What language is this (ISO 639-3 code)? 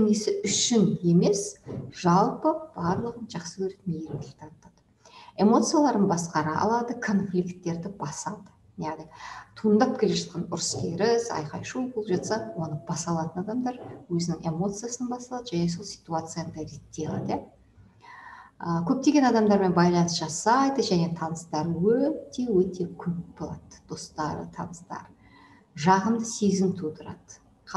kaz